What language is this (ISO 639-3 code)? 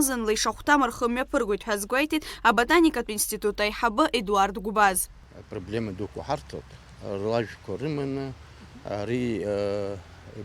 abk